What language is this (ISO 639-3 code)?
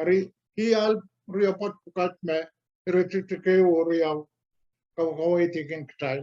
pon